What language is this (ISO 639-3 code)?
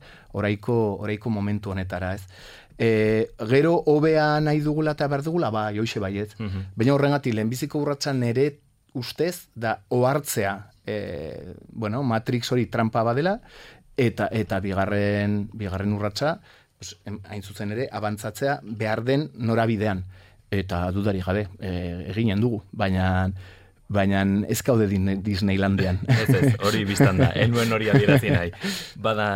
eus